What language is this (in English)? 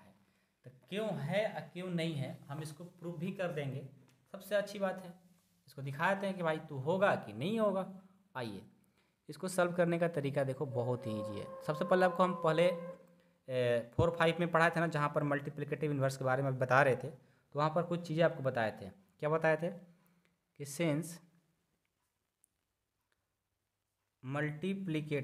Hindi